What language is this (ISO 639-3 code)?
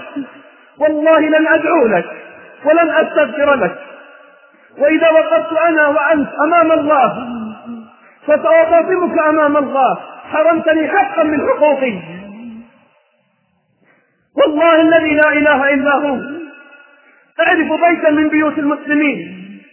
ara